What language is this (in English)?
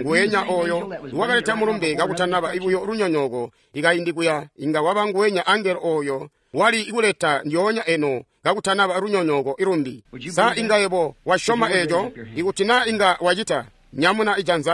Tonga (Zambia)